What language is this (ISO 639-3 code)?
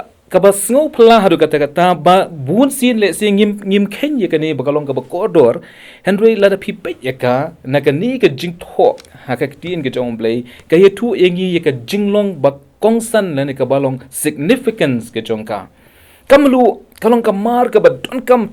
kha